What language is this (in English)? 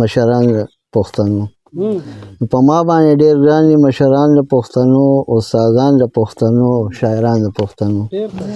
Pashto